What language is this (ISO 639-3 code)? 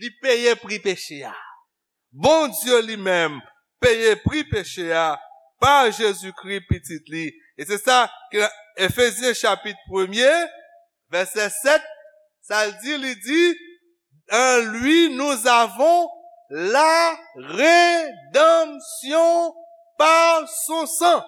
hat